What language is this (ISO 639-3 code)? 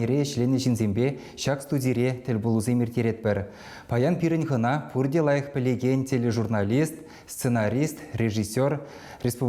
chv